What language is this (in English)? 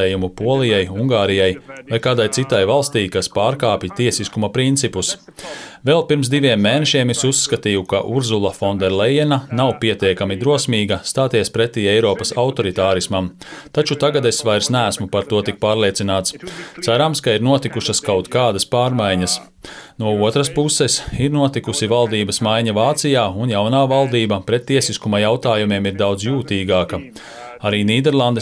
Latvian